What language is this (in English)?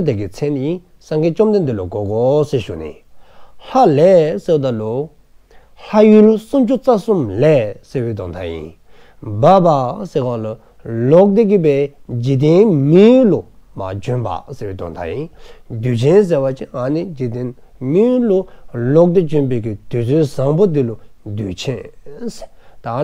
Dzongkha